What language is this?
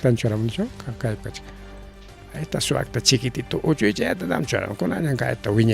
Ayacucho Quechua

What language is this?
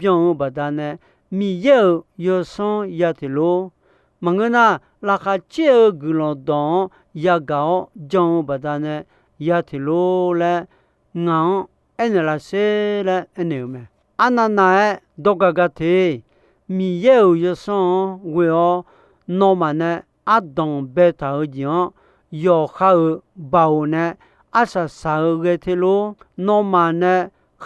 Akha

